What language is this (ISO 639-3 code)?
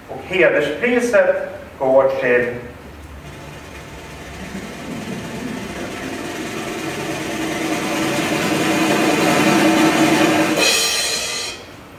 swe